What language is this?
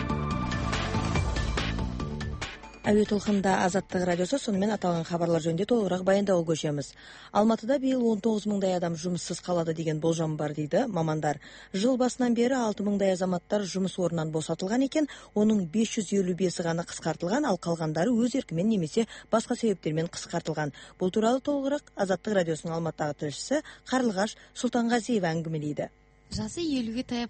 Kazakh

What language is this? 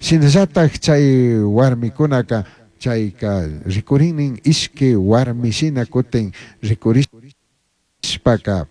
Chimborazo Highland Quichua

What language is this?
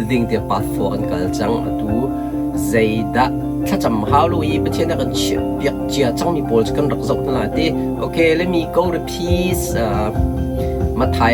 Hakha Chin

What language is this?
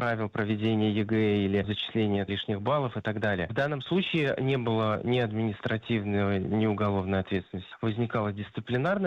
Russian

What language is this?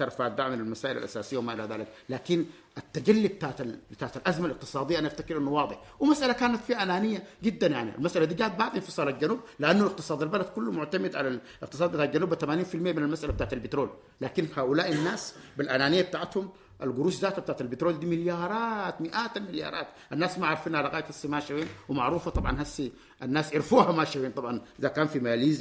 Sudanese Arabic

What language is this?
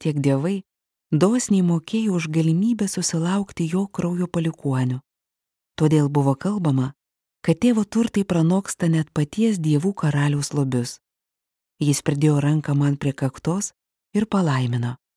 Lithuanian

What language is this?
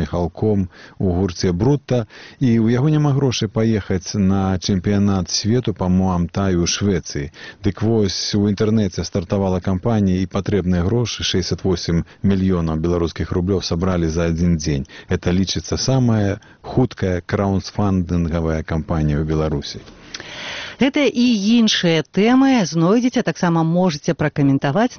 Belarusian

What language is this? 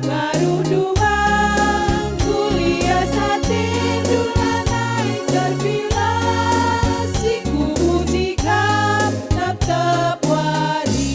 Batak Karo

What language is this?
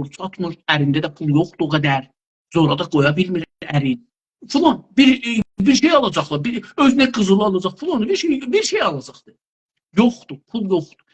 South Azerbaijani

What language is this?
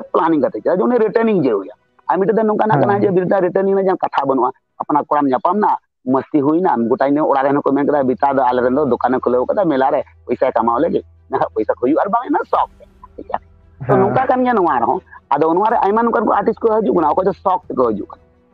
Santali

